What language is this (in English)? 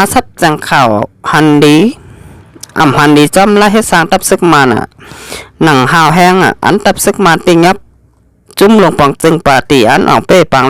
Shan